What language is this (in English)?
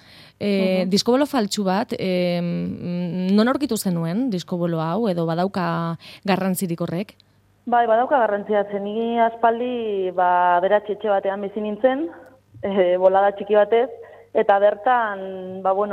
Basque